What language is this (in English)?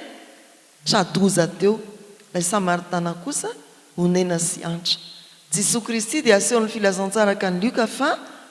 Malagasy